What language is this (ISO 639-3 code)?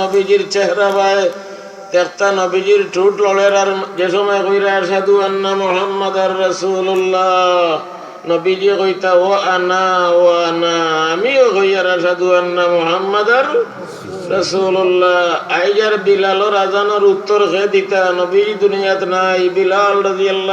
syl